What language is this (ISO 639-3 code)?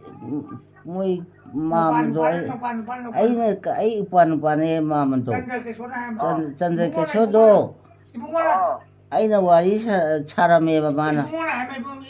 mni